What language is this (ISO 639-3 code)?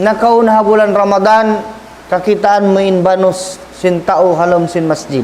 tsg